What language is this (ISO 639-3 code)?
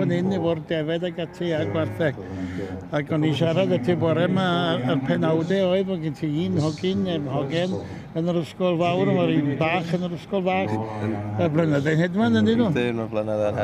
cym